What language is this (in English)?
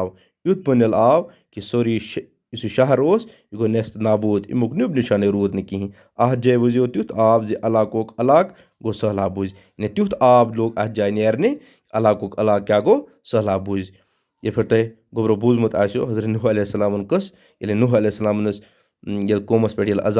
Kashmiri